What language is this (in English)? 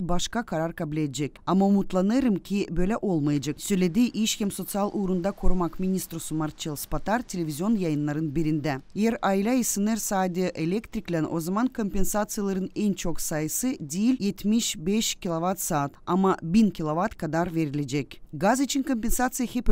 Gagauz